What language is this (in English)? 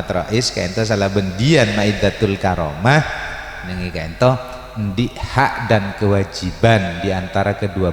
Madurese